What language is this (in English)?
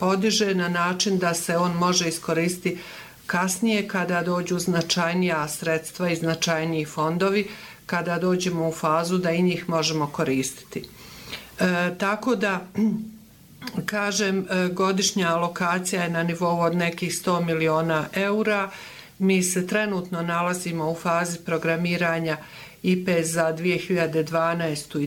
Bosnian